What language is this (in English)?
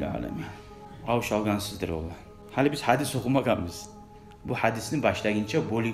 Kumyk